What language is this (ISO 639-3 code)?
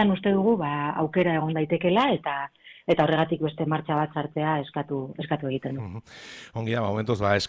eus